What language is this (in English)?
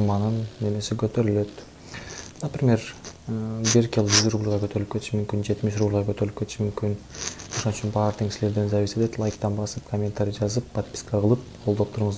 Kyrgyz